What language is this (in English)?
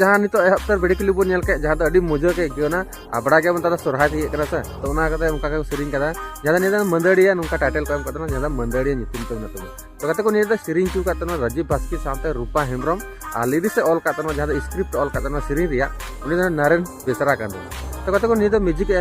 Santali